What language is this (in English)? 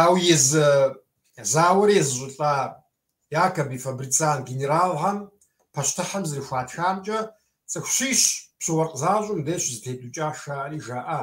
Kabardian